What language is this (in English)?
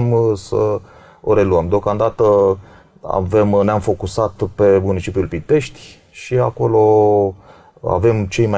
Romanian